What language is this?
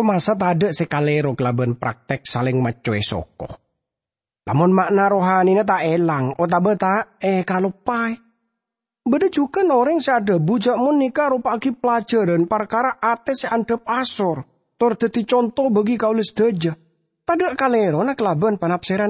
Madurese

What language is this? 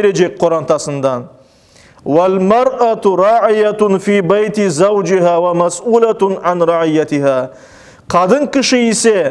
Crimean Tatar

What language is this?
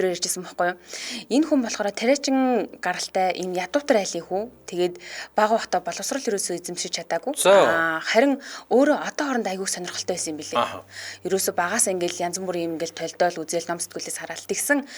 Mongolian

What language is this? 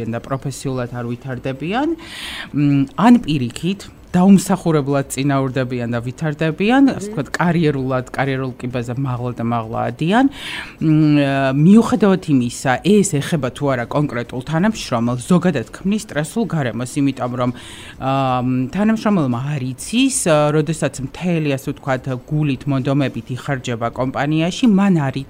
Georgian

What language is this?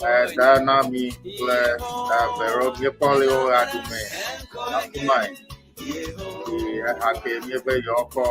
Ewe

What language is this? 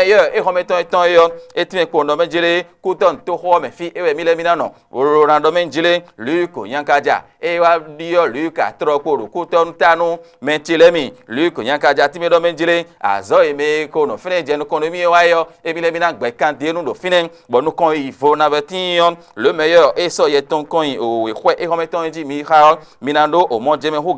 Fon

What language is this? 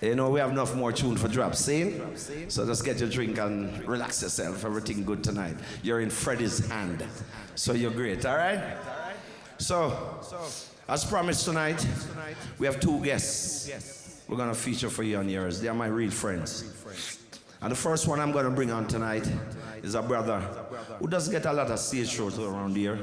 Jamaican Creole English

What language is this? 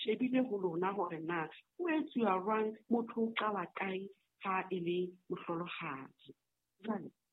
Southern Sotho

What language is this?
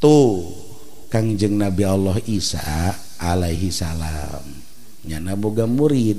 Sundanese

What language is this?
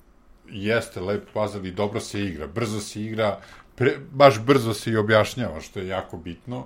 Serbian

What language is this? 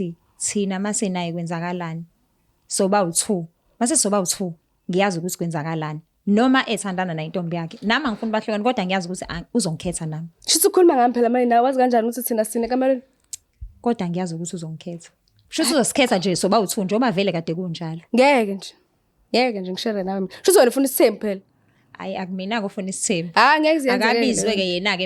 Zulu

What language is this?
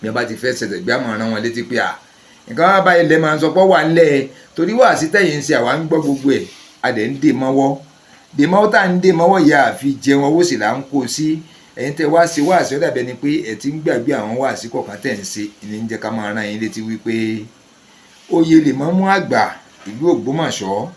Yoruba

